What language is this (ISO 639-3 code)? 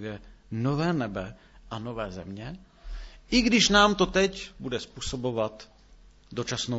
ces